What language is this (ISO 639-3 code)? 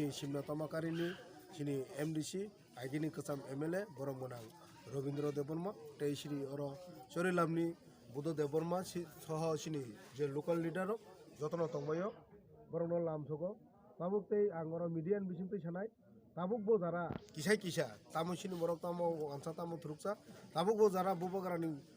trp